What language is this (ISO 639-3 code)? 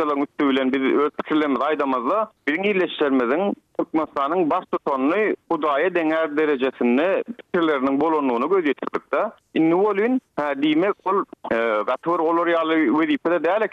tuk